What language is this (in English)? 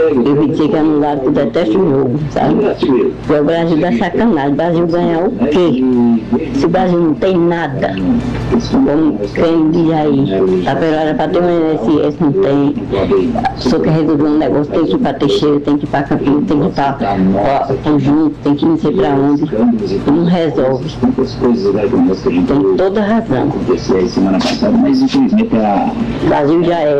Portuguese